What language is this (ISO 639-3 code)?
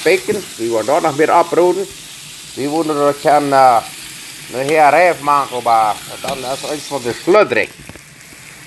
pdt